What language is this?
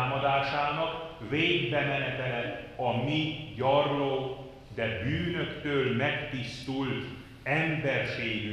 Hungarian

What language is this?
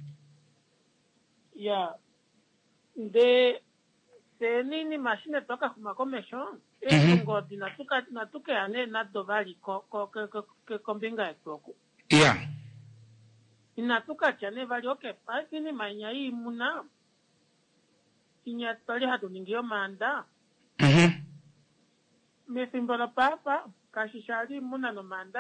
Swahili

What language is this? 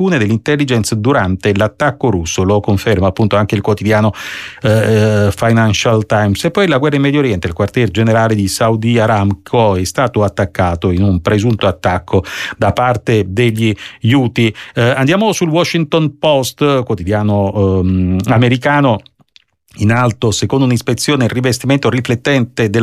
Italian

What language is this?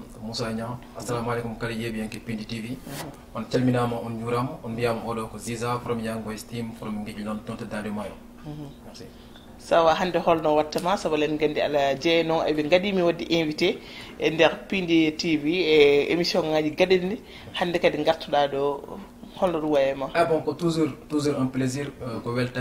Fula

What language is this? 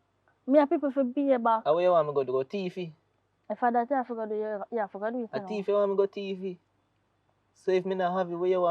Jamaican Creole English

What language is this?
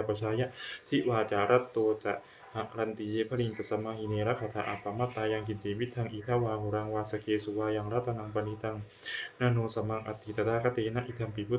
Pali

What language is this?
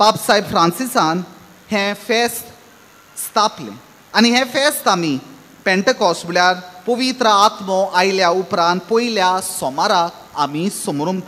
Konkani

